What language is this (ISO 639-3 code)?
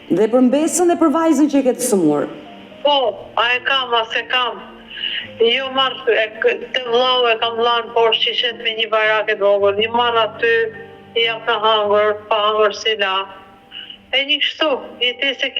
sqi